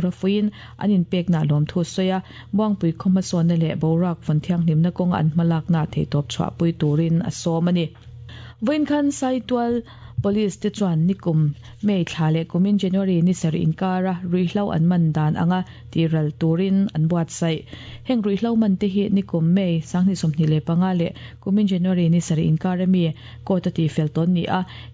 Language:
Mizo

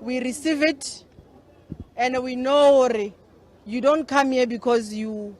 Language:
Venda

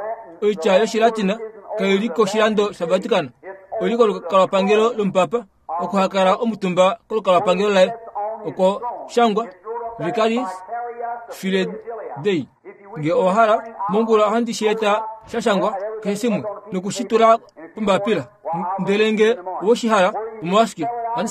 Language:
Kuanyama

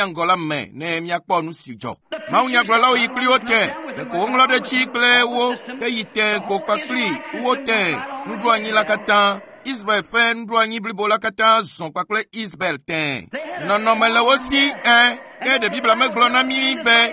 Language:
Ewe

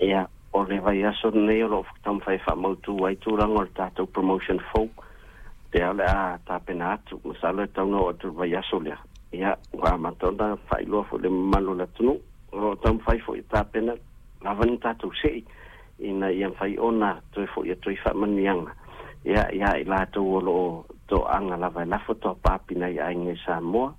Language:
Samoan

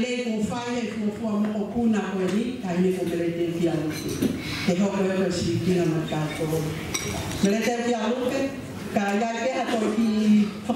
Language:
Tongan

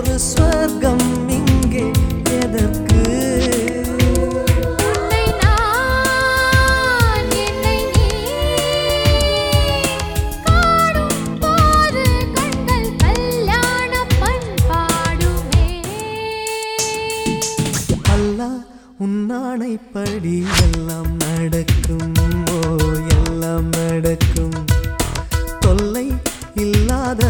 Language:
Tamil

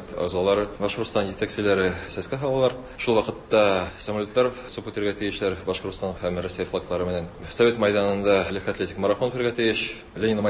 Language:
Tatar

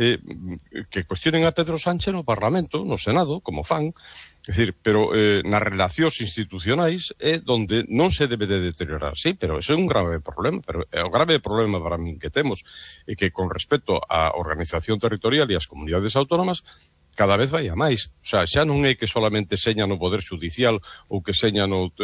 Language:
Galician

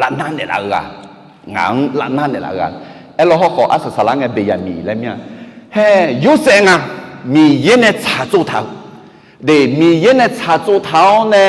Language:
Akha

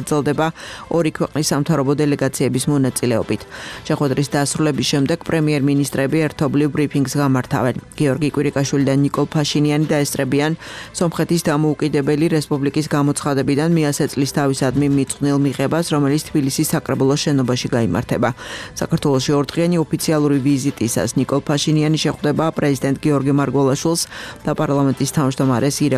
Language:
Georgian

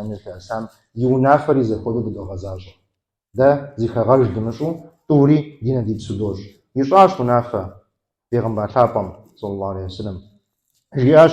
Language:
Kabardian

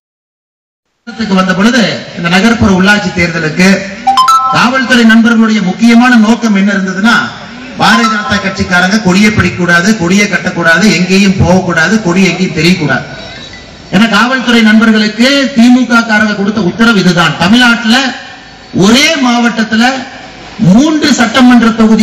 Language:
Tamil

